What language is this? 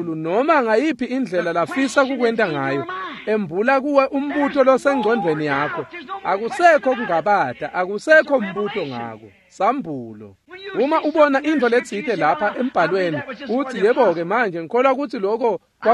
Swati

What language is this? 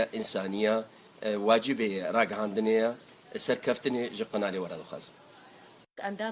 Kurdish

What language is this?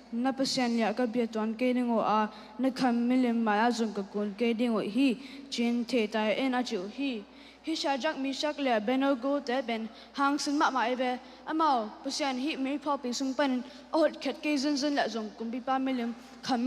Tedim Chin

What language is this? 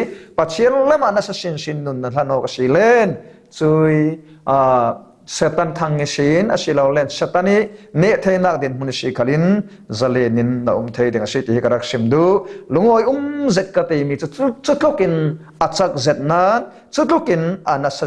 Falam Chin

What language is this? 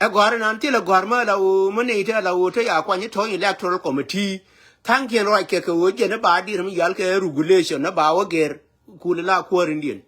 Nuer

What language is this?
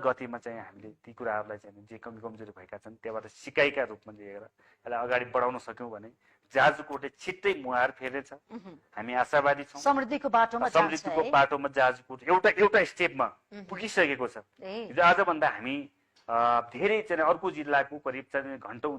Nepali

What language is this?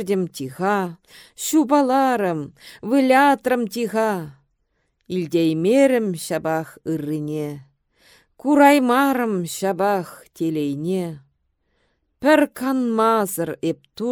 Chuvash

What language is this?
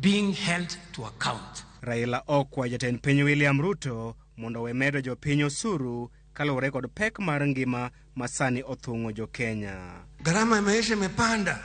Luo (Kenya and Tanzania)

